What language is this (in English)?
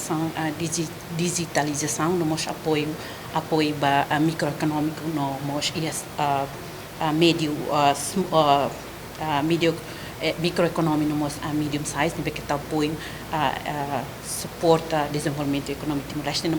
Tetum